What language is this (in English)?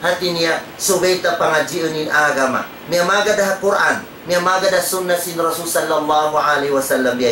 Tausug